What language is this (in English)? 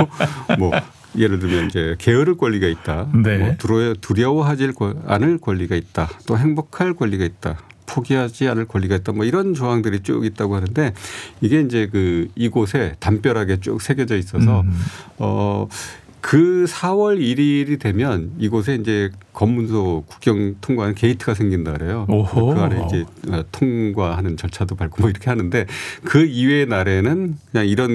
Korean